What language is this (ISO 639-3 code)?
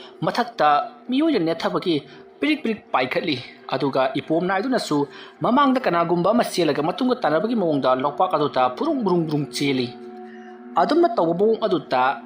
mni